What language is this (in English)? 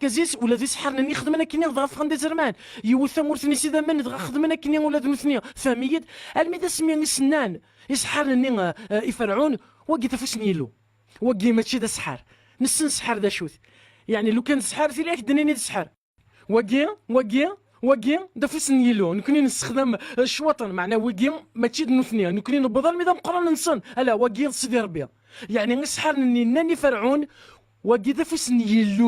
Kabyle